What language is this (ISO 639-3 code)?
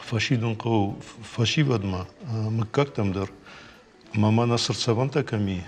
oss